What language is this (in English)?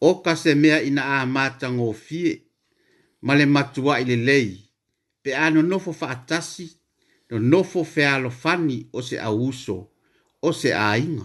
Samoan